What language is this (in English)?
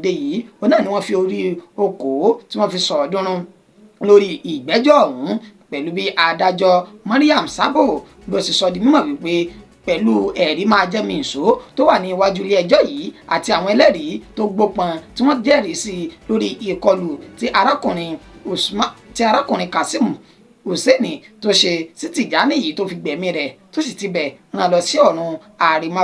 Yoruba